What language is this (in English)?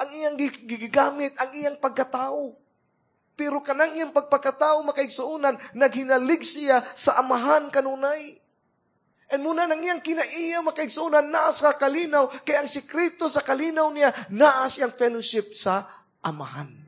Cebuano